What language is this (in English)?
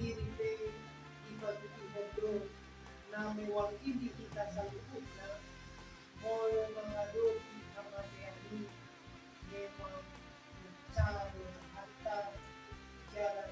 Batak Toba